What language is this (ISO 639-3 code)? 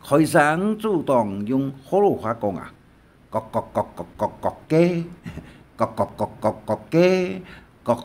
hak